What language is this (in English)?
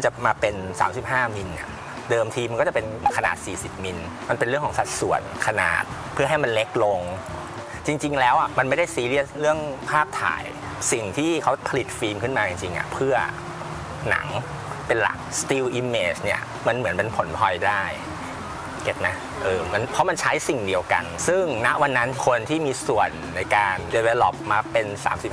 Thai